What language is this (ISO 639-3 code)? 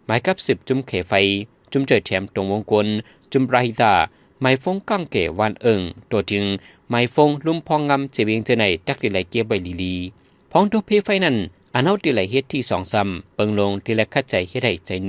shn